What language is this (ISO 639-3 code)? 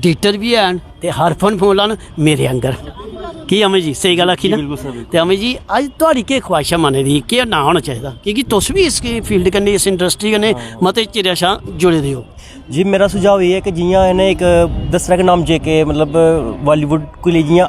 doi